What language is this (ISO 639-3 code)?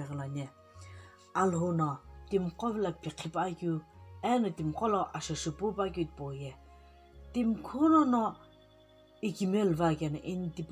nsm